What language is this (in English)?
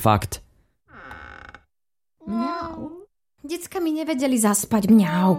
Slovak